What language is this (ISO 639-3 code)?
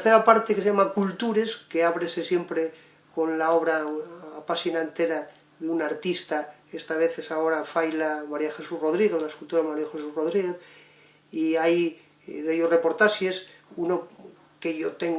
ast